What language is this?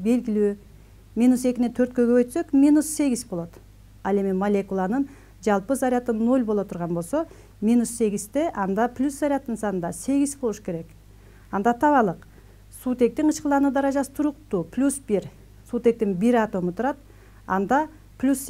Kyrgyz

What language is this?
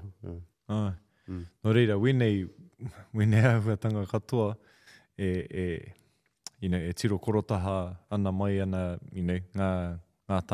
Māori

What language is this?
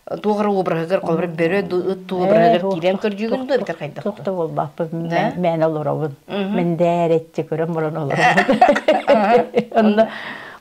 Yakut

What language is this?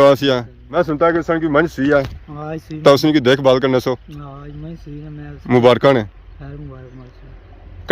Pahari-Potwari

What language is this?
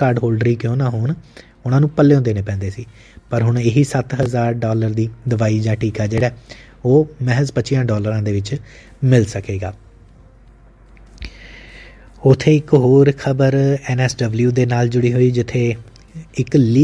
Punjabi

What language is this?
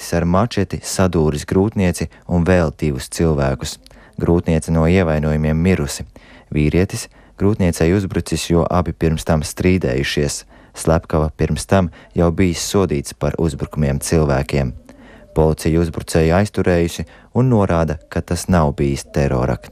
Latvian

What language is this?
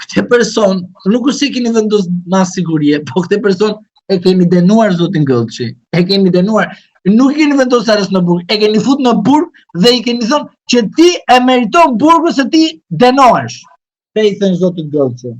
Albanian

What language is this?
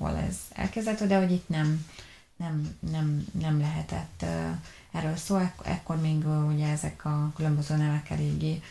Hungarian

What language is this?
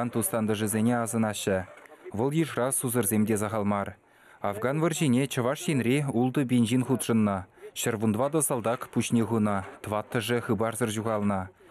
Chuvash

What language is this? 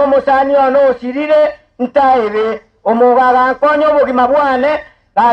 Gusii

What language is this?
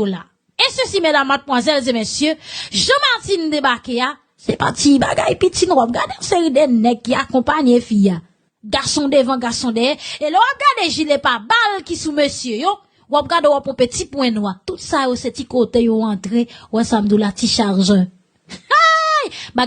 Haitian Creole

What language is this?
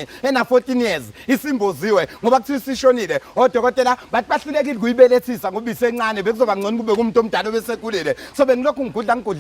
Zulu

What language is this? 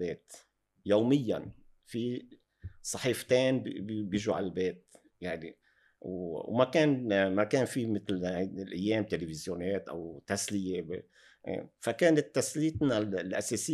North Levantine Arabic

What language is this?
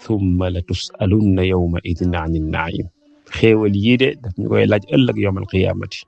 Wolof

